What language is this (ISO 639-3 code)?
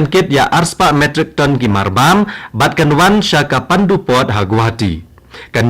kha